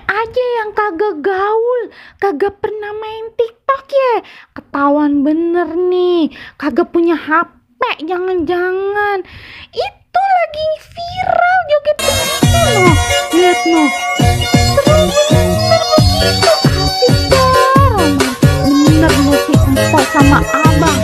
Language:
Betawi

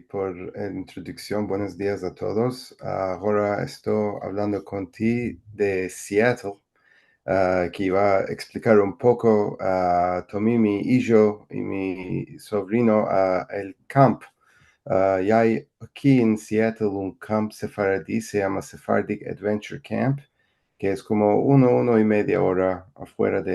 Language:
Ladino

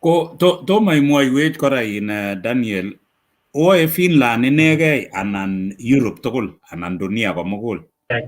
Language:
Kalenjin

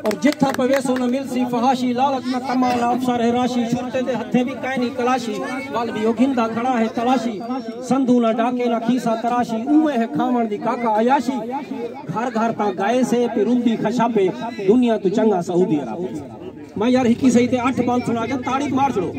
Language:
Saraiki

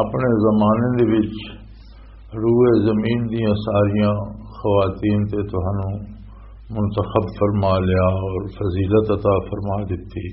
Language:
Western Panjabi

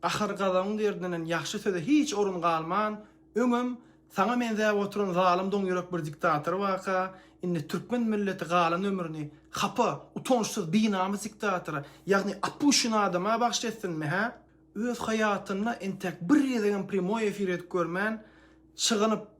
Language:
Turkmen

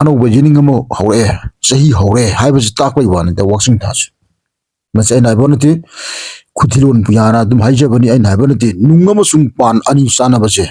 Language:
Manipuri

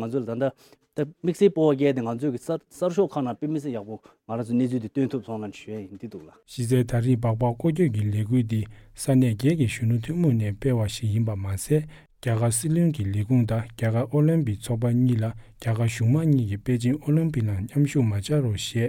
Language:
Tibetan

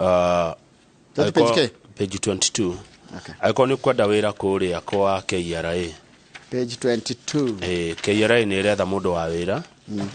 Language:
Kikuyu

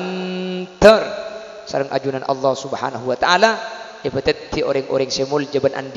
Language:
Madurese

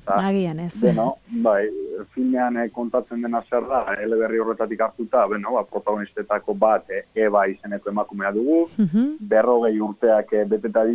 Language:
Basque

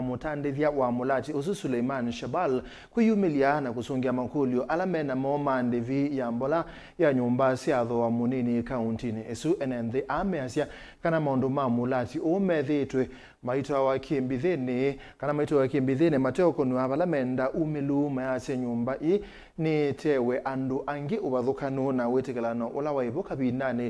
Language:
Kamba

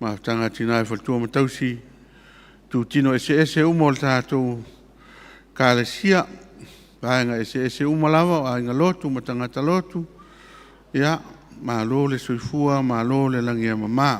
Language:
Samoan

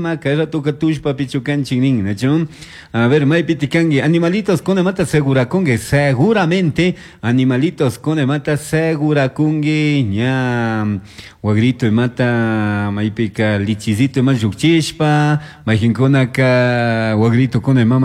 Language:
Chimborazo Highland Quichua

